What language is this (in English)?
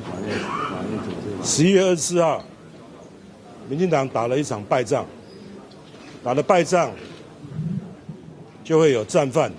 Min Nan Chinese